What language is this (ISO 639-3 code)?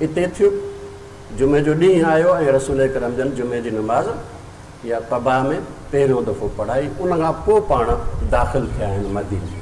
snd